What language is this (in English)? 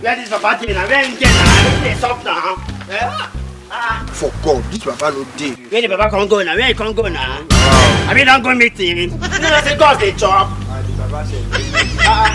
Nigerian Pidgin